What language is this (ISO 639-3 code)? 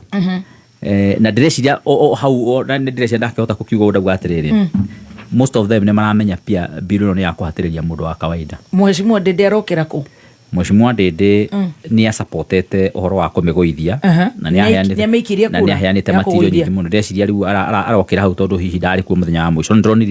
kik